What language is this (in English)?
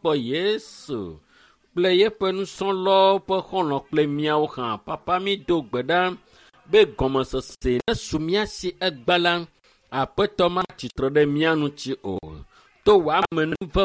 Ewe